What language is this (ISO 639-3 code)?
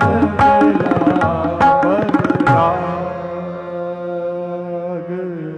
pan